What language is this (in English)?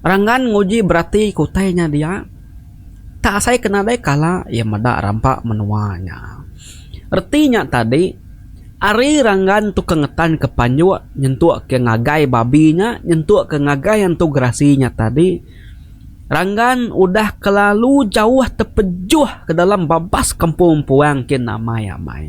Iban